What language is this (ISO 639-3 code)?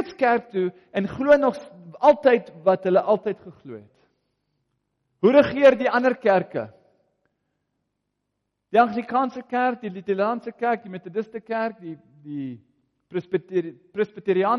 afr